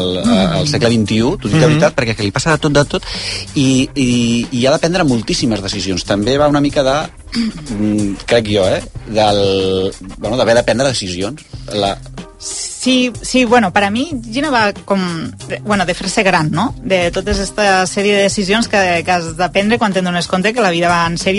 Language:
Catalan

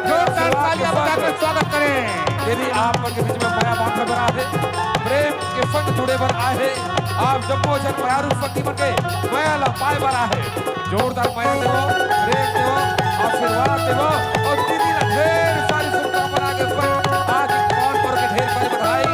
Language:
Chhattisgarhi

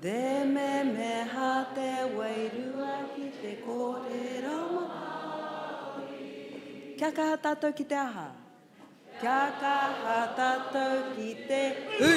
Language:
Māori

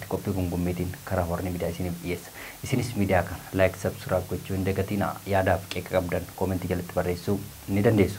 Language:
Oromo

